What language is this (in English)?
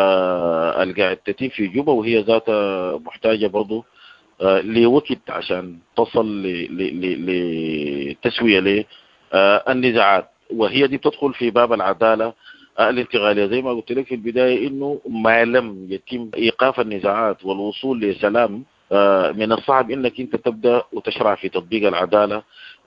Sudanese Arabic